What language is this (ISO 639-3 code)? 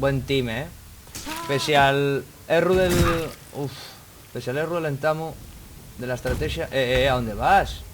ast